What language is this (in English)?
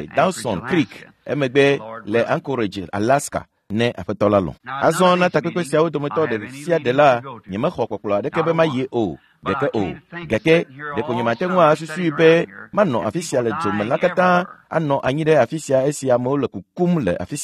Ewe